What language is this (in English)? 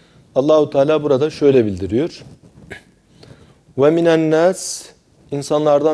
Turkish